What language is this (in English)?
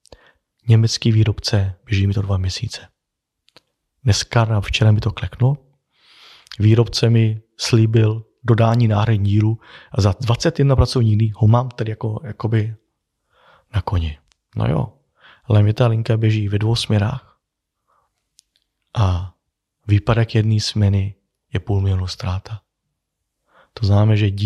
Czech